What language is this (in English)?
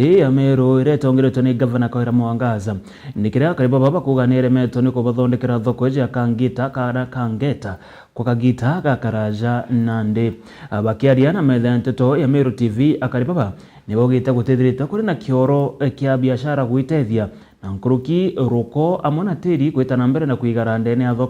Meru